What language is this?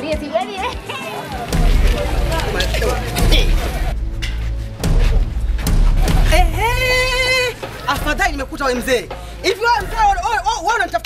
Swahili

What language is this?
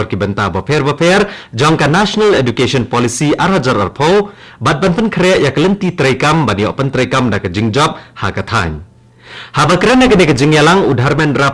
Khasi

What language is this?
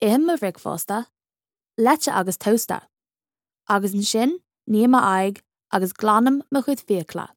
Irish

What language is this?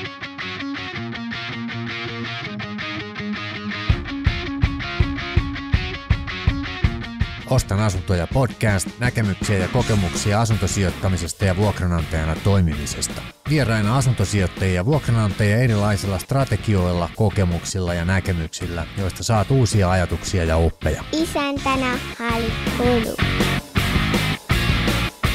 Finnish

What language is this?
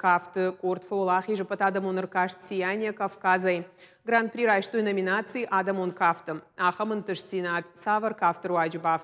Ossetic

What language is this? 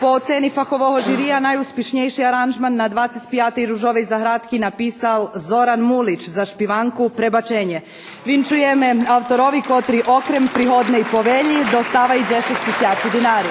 Rusyn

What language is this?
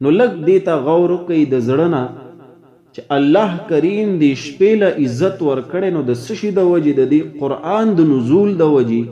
Pashto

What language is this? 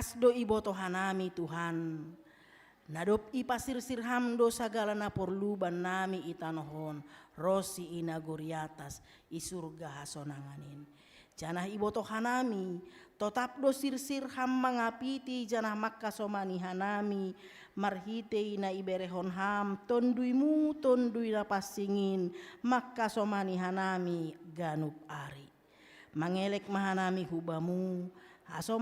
Batak Simalungun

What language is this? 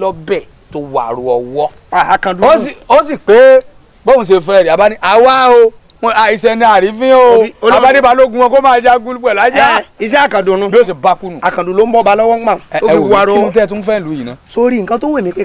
Yoruba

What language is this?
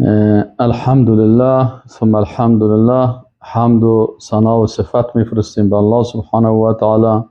Persian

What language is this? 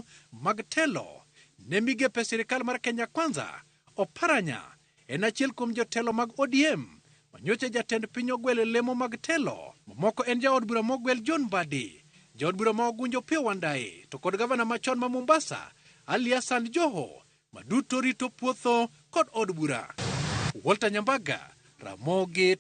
Luo (Kenya and Tanzania)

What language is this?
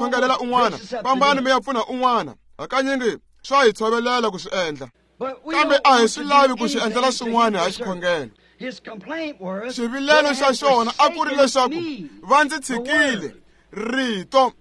Tsonga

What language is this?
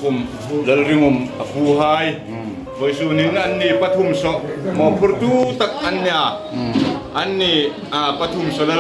Hmar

